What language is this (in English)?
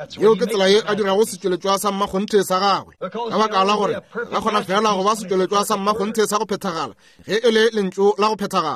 Northern Sotho